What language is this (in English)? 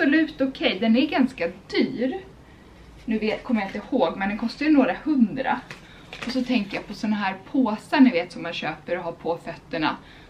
Swedish